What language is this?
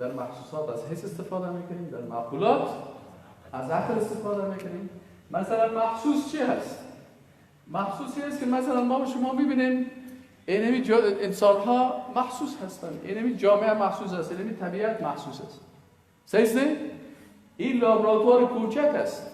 Persian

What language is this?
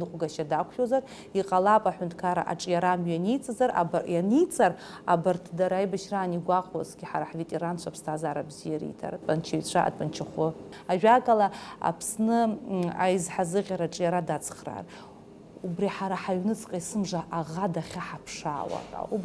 Abkhazian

